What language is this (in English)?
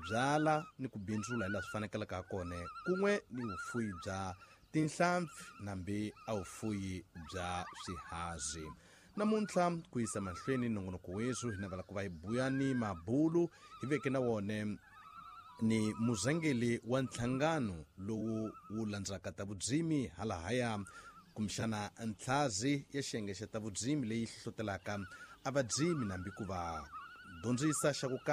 Tsonga